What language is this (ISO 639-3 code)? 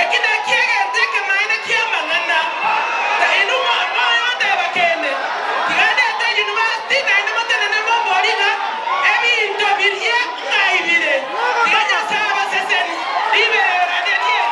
guz